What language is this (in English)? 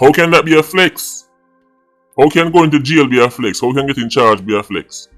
Jamaican Creole English